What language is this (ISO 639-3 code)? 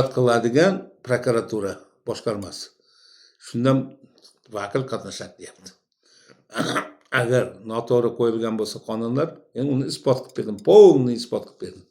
uzb